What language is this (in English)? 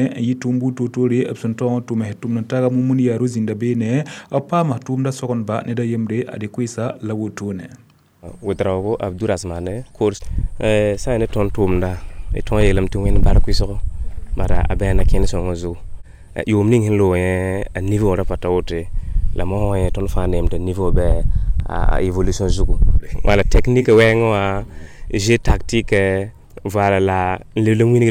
Mossi